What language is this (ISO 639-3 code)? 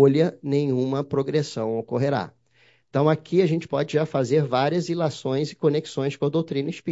por